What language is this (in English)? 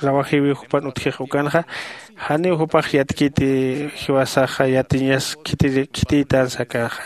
Aymara